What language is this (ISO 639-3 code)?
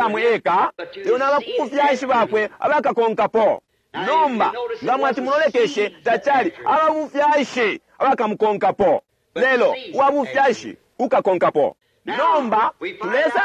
bem